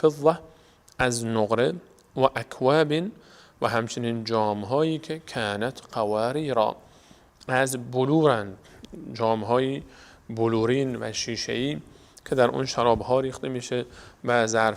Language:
Persian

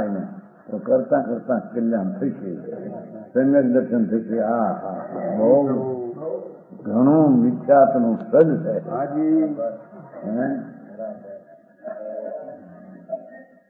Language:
Gujarati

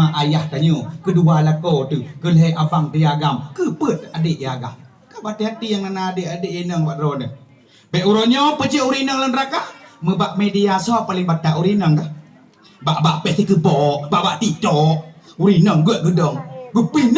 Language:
Achinese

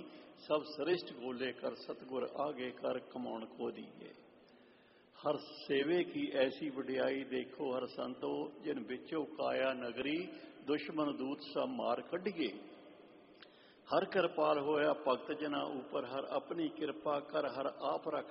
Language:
Punjabi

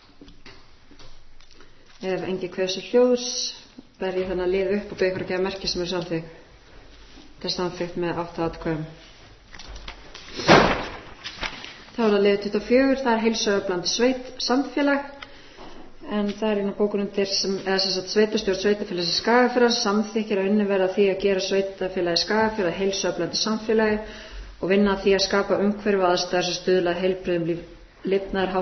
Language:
Icelandic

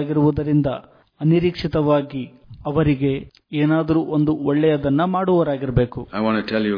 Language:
Kannada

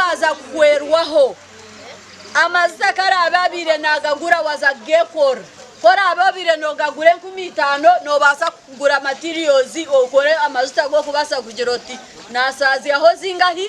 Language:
Nyankole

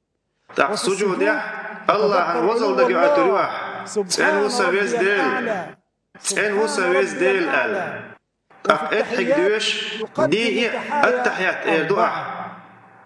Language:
Chechen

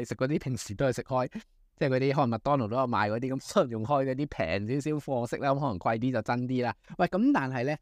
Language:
Cantonese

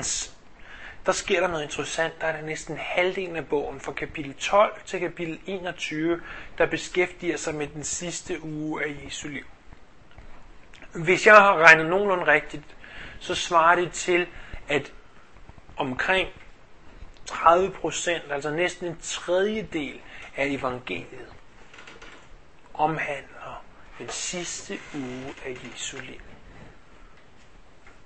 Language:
Danish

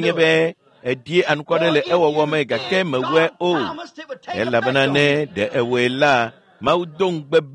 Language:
Ewe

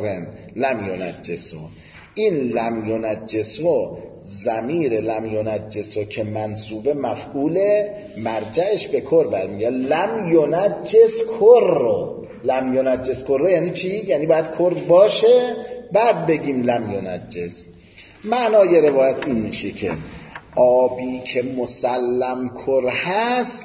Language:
Persian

